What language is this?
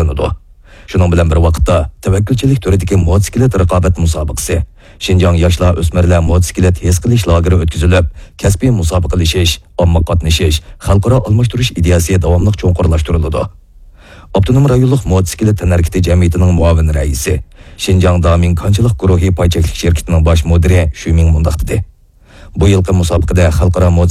Uyghur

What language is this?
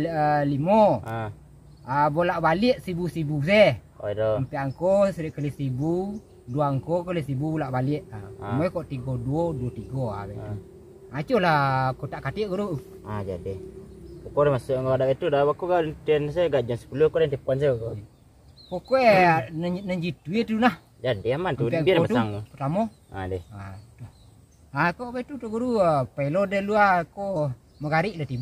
Minangkabau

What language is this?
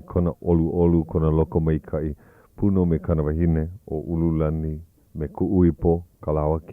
Hawaiian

